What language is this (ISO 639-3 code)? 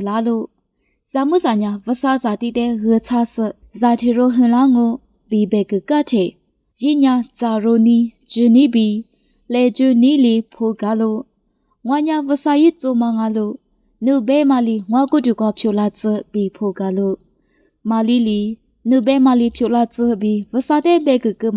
lis